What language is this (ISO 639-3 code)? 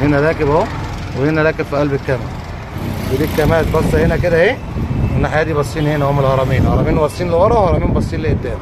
arz